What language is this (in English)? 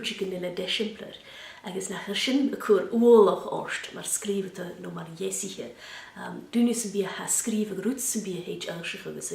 Scottish Gaelic